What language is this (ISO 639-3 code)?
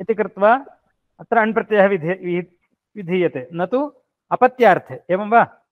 san